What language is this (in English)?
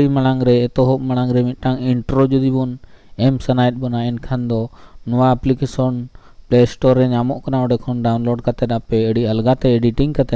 Santali